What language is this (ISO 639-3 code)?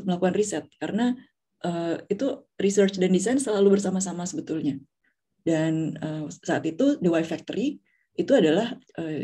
ind